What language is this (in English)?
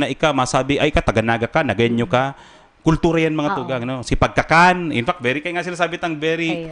Bikol